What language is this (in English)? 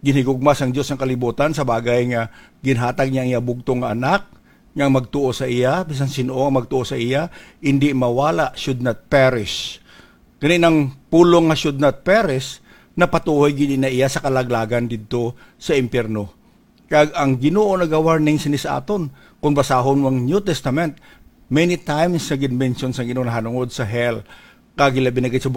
Hiligaynon